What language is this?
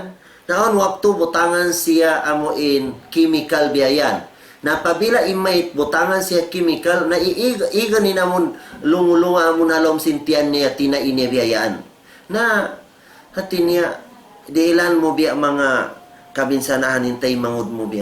Tausug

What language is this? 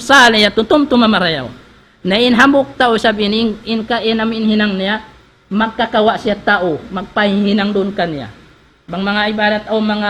Tausug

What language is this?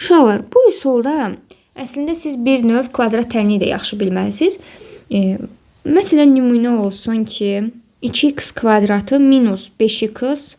Azerbaijani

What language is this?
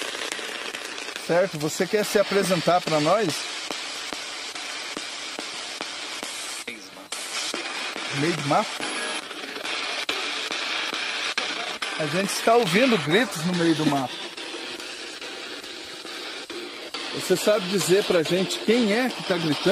Portuguese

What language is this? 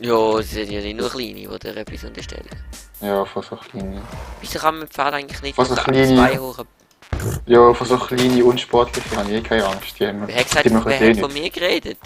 Swiss German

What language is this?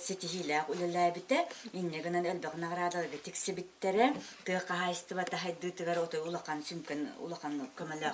Yakut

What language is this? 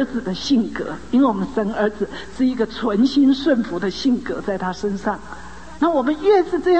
Chinese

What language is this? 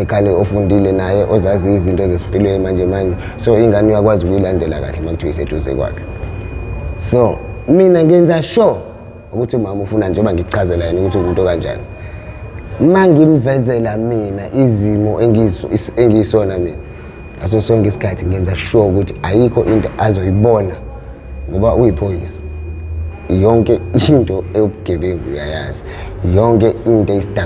Zulu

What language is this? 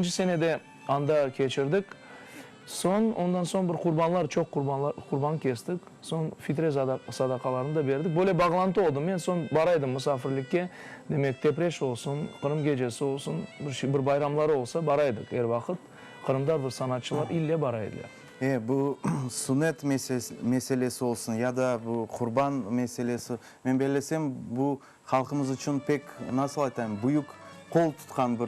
Crimean Tatar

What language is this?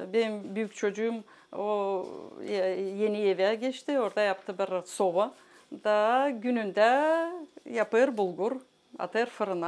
Gagauz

